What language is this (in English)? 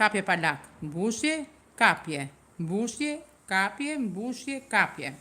Albanian